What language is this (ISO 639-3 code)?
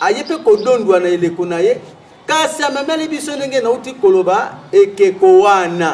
lin